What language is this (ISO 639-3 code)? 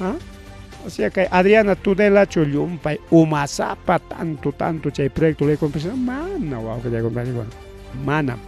quy